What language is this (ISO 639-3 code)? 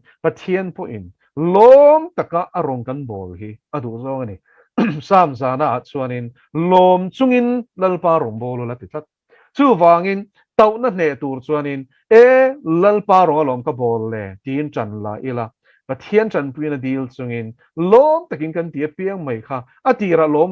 lus